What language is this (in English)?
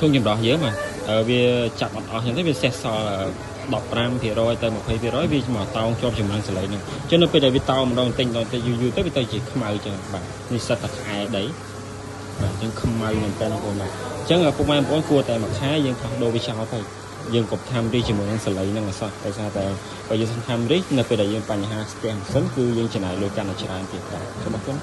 Khmer